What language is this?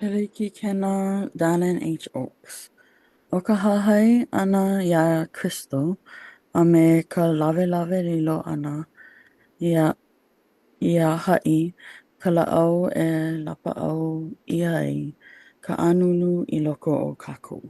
Hawaiian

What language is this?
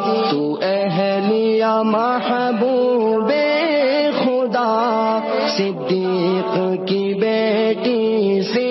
Urdu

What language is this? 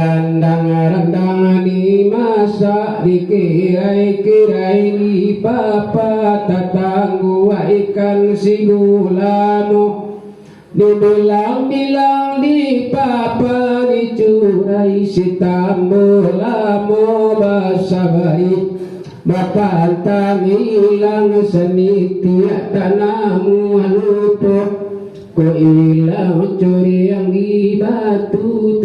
Minangkabau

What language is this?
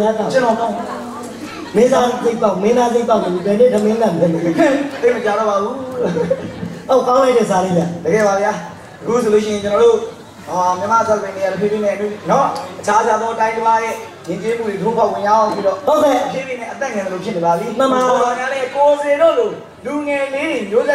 Burmese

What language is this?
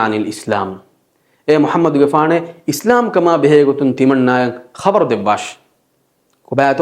Divehi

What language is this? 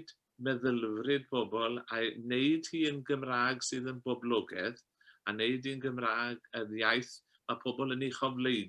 Welsh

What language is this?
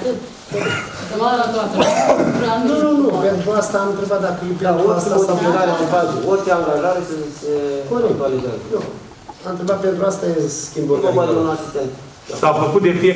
Romanian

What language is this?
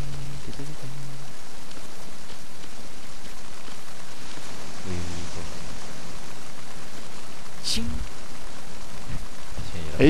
French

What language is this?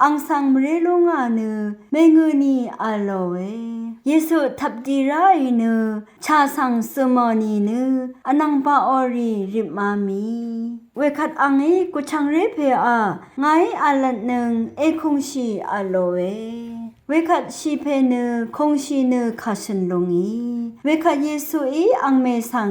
Rawang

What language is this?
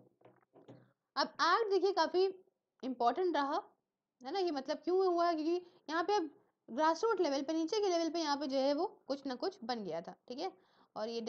Hindi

